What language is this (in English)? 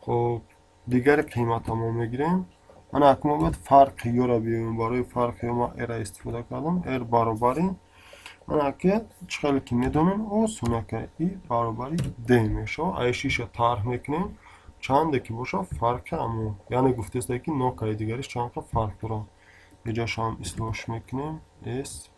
Tajik